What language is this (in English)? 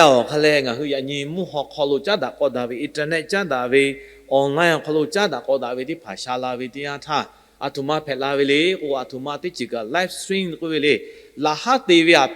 Lahu